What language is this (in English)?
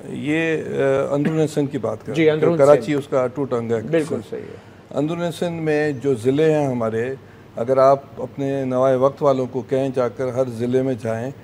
Urdu